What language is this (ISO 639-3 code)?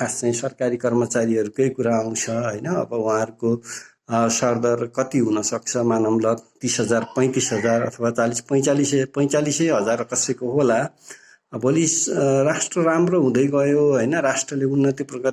nep